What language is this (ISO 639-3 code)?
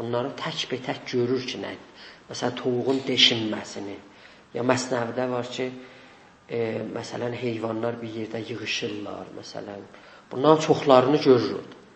azb